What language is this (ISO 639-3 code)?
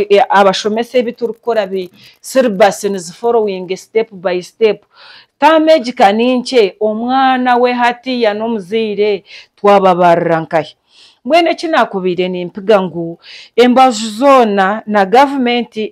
nyn